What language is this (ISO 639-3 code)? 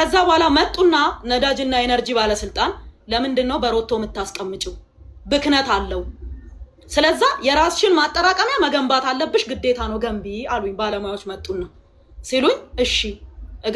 amh